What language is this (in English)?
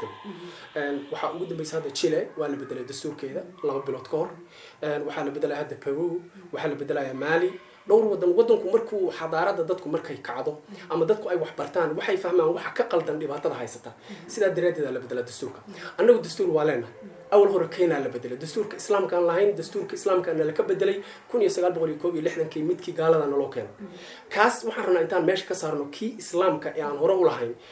Somali